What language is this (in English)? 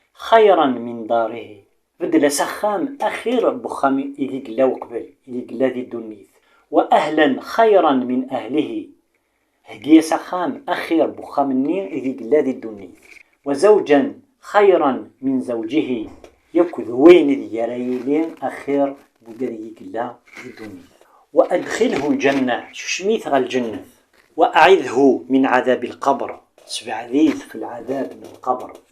Kabyle